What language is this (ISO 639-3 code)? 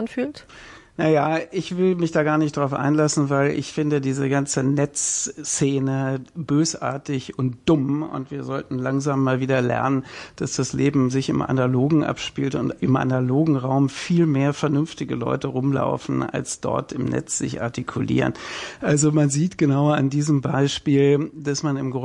deu